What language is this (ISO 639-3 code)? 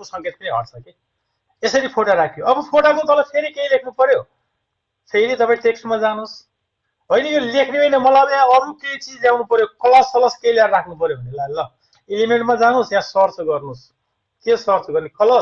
nep